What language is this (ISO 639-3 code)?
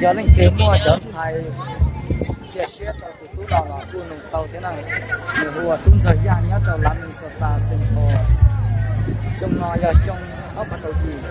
hmn